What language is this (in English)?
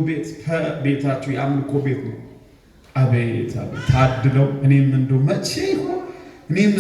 Amharic